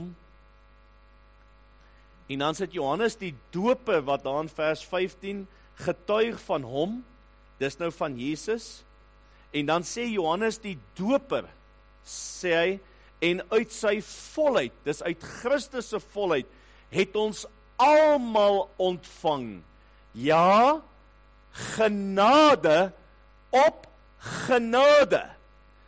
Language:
Afrikaans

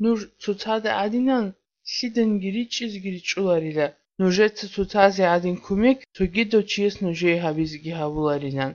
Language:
Avaric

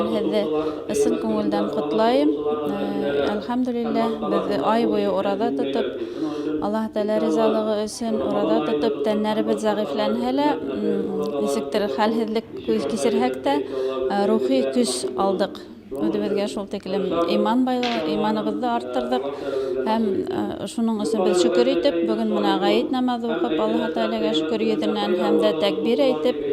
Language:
Bashkir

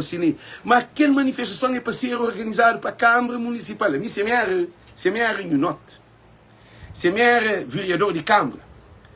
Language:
Kabuverdianu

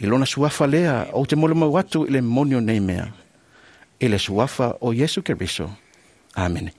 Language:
Samoan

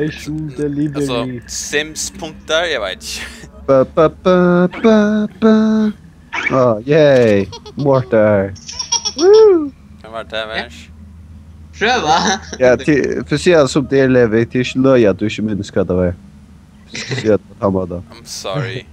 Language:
Faroese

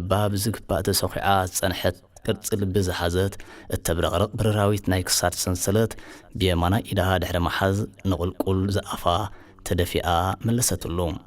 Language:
Tigrinya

